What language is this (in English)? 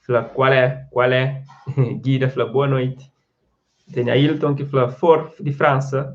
Kabuverdianu